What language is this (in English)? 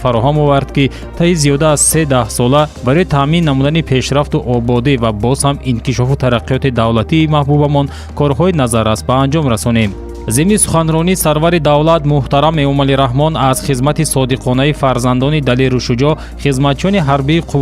Tajik